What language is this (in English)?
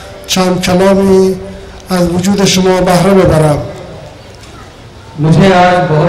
Persian